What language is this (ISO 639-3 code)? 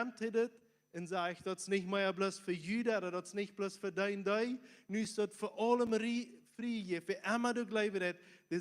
pdt